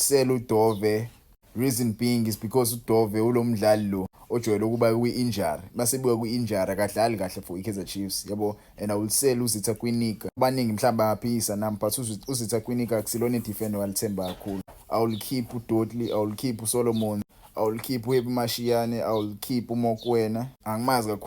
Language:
Zulu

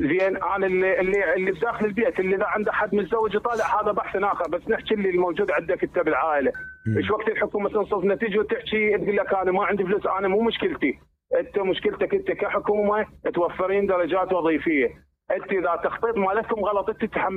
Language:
Mesopotamian Arabic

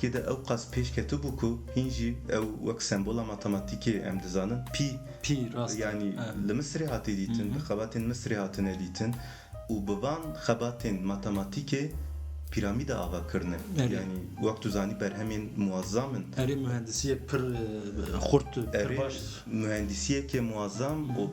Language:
Kurdish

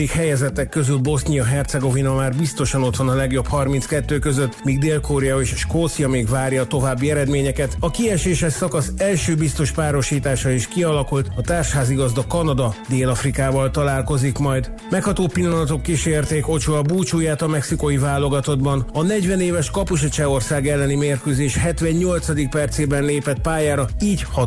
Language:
Hungarian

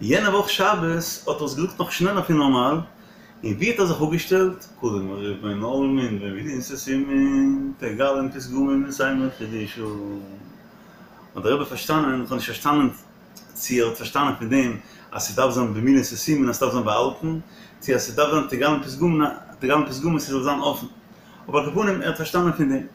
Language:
Yiddish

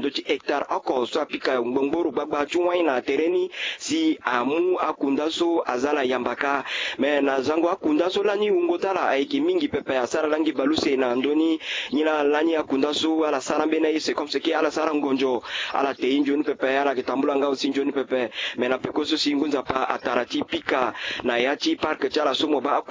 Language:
Sango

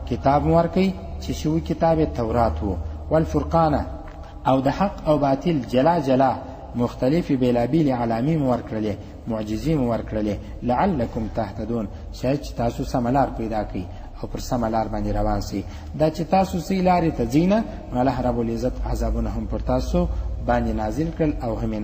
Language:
Pashto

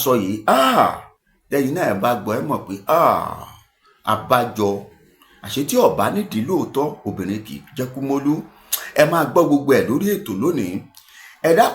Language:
Yoruba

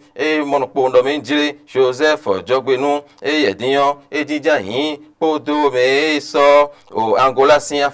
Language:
Fon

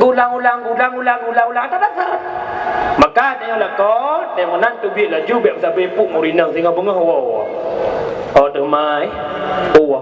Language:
Achinese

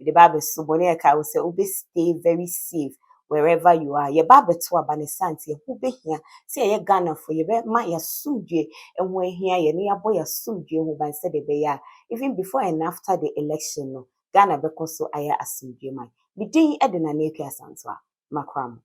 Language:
Akan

